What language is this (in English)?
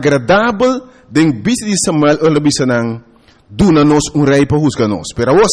Papiamento